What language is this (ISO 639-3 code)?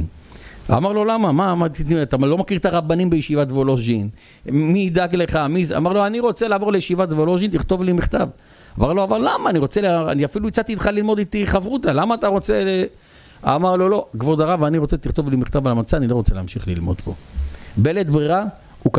heb